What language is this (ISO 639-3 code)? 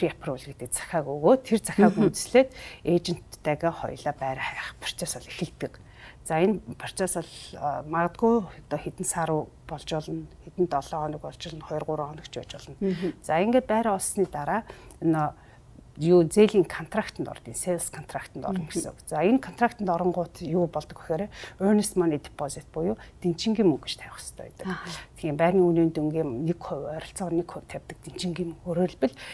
mon